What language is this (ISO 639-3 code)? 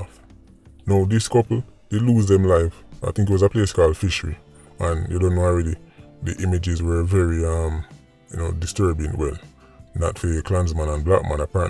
jam